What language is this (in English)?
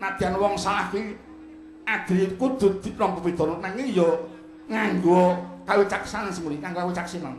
Javanese